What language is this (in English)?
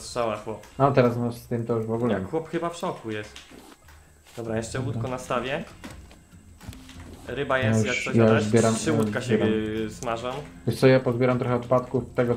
Polish